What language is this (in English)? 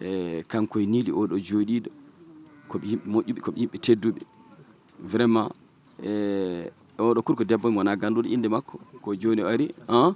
Fula